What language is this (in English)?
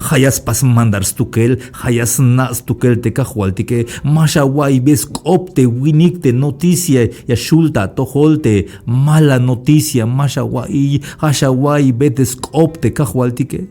Tzeltal